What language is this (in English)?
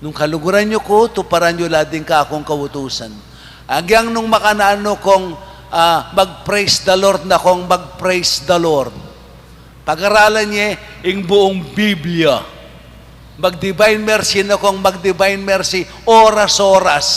Pampanga